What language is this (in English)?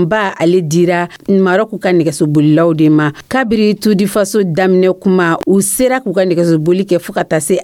Dyula